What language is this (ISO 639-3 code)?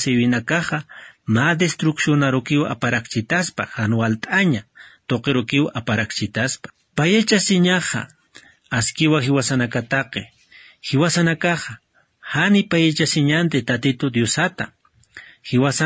aym